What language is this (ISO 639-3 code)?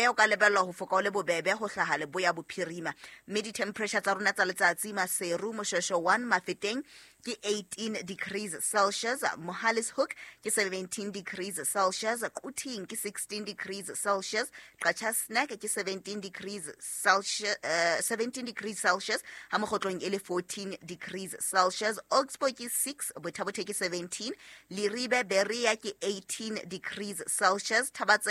sot